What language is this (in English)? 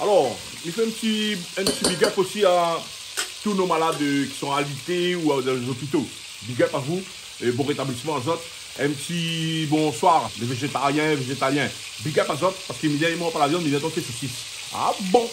Réunion Creole French